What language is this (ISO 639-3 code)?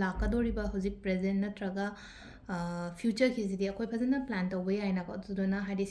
mni